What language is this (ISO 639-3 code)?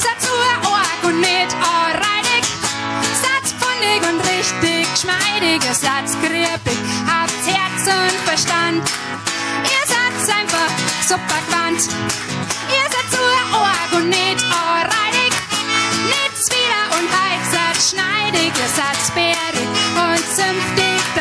bar